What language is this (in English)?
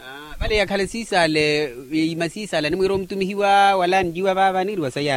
Makhuwa